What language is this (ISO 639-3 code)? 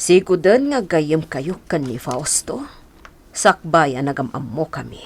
ilo